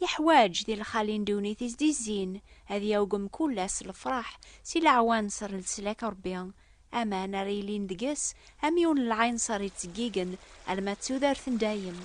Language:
Kabyle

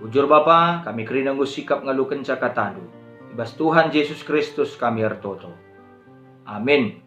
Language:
Batak Karo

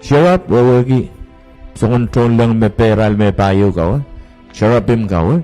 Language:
Pohnpeian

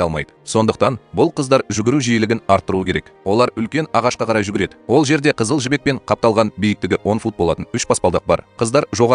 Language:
Kazakh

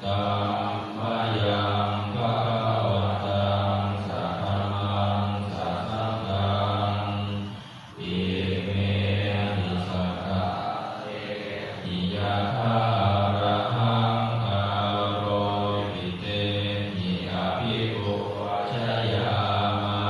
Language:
Pali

